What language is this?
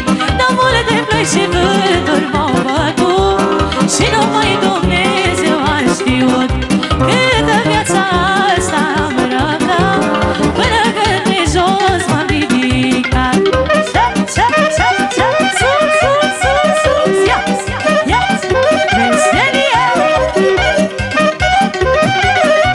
Romanian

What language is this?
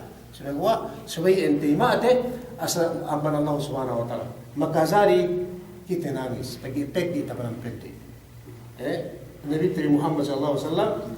Yakan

